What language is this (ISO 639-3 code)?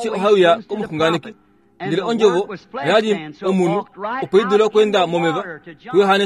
kua